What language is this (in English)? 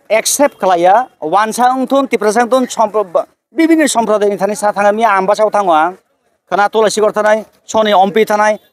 Kok Borok